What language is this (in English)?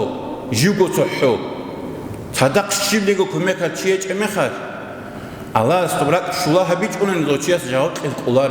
Avaric